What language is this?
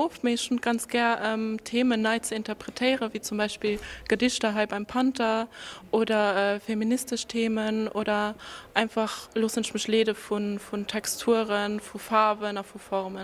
Luxembourgish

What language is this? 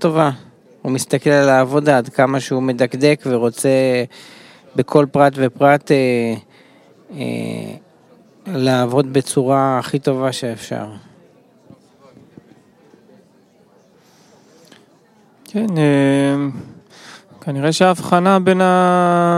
Hebrew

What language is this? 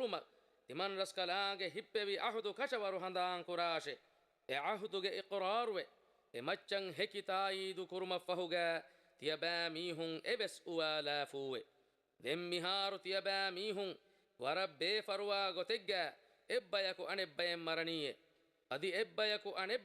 Divehi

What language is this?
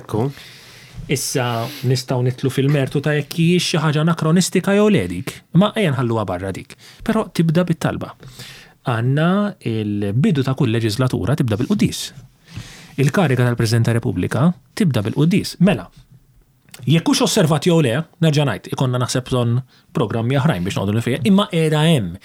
Maltese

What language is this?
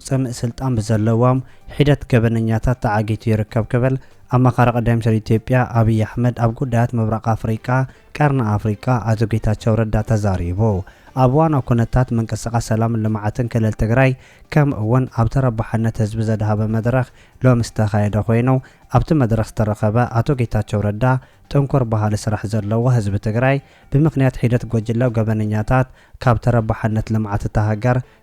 Tigrinya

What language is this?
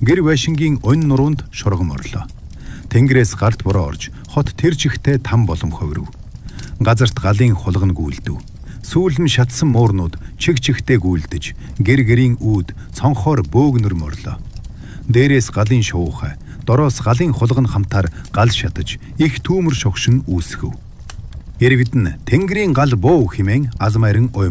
Mongolian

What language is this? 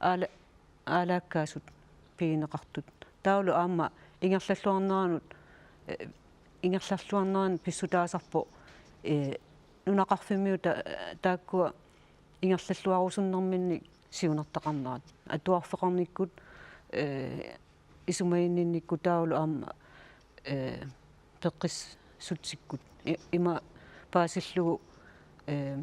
Kalaallisut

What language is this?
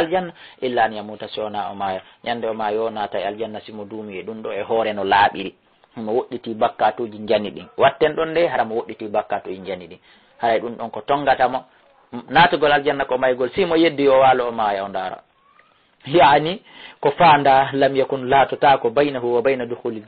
Fula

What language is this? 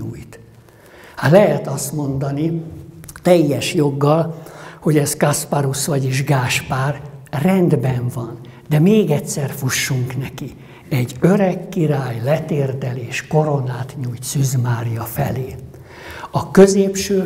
Hungarian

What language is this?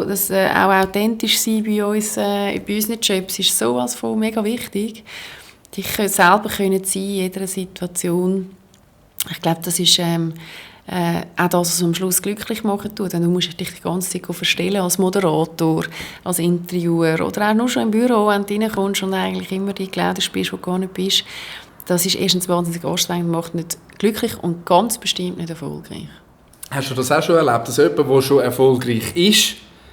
Swiss German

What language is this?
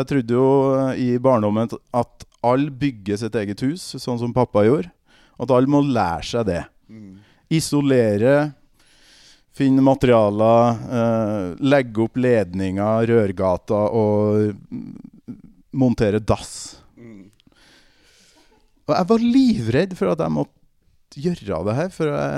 Norwegian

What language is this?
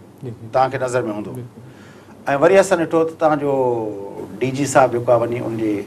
Sindhi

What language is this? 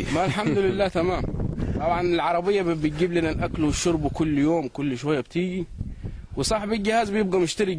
Egyptian Arabic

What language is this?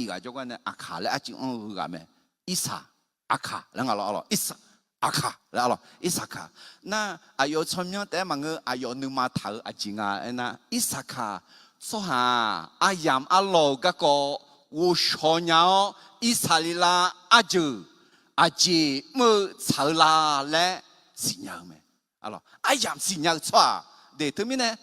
Akha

